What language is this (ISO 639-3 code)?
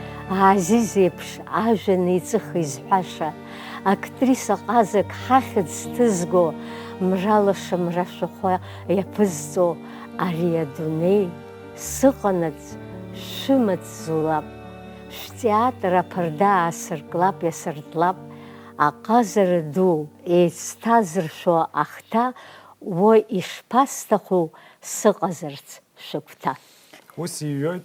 abk